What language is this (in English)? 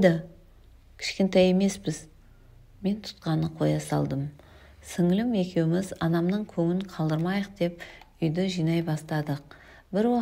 Kazakh